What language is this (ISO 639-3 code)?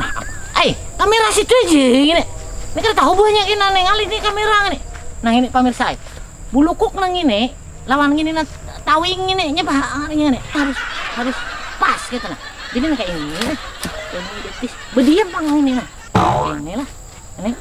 bjn